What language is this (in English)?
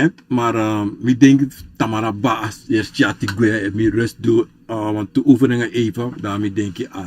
Sranan Tongo